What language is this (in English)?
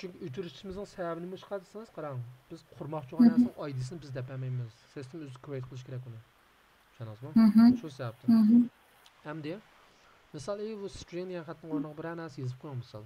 Uyghur